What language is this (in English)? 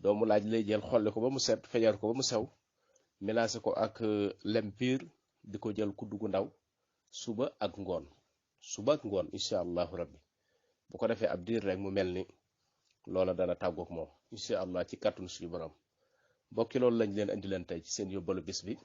Wolof